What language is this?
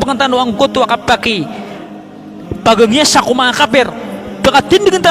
Maranao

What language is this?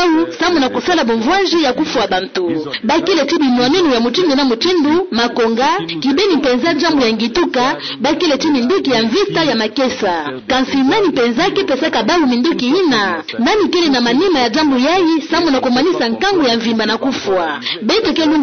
Kituba (Democratic Republic of Congo)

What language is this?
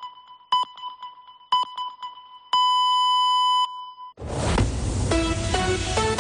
Catalan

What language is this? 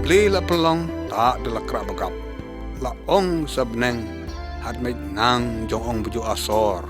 Lyngngam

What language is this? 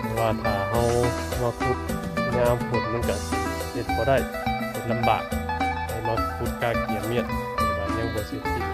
Northeastern Thai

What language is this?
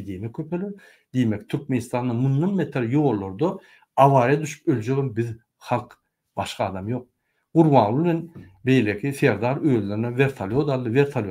Turkmen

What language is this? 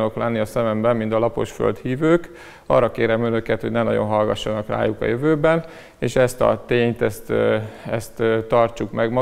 Hungarian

